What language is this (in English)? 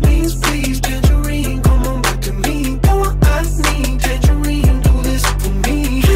English